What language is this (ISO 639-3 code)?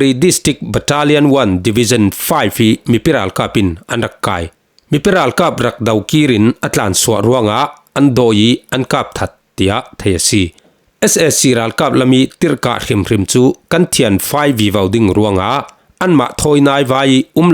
cfm